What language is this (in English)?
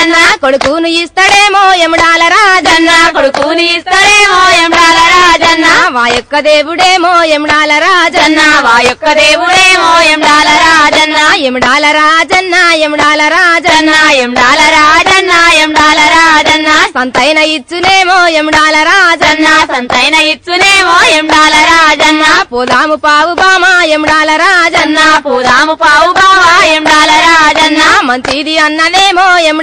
Telugu